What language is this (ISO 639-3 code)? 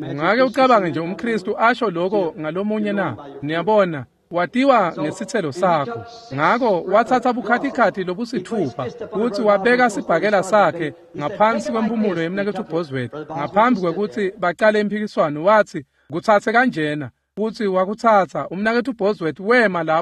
ssw